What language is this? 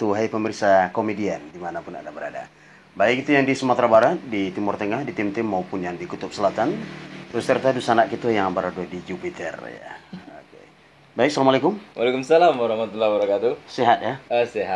Minangkabau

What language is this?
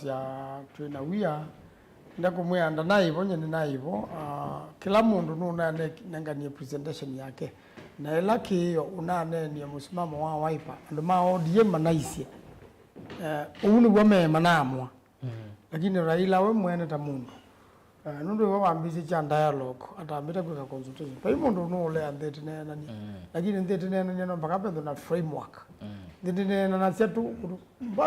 Kamba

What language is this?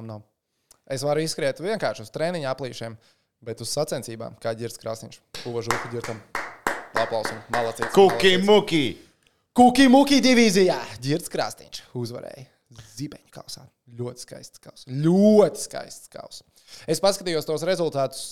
Latvian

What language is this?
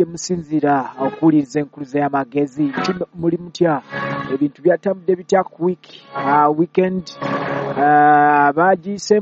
Ganda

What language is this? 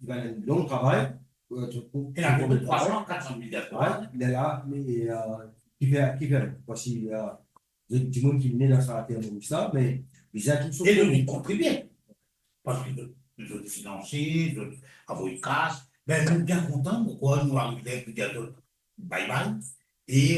Morisyen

